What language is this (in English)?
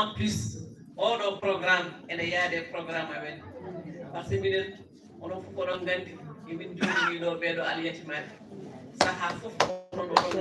Fula